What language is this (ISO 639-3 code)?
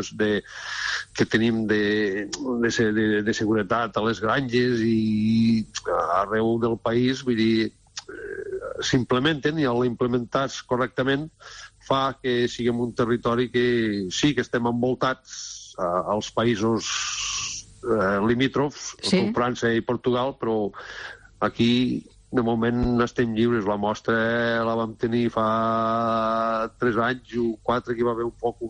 cat